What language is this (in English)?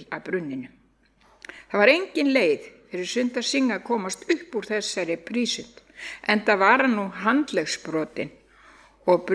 Icelandic